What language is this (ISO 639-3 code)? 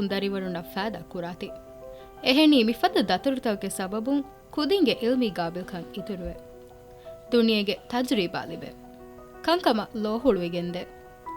div